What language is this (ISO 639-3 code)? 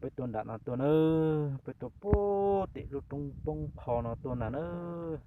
hmn